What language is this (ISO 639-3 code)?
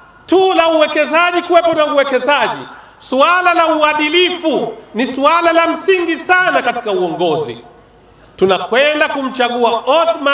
swa